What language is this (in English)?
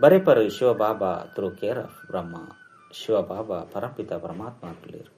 Tulu